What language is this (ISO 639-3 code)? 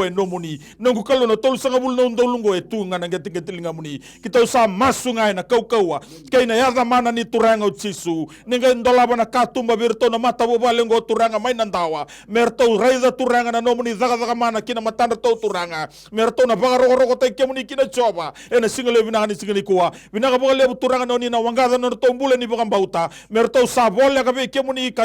fij